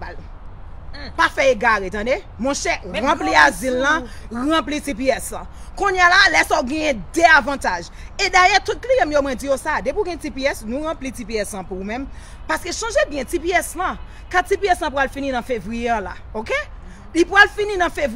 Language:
Haitian Creole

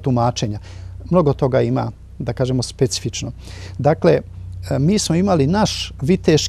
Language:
Serbian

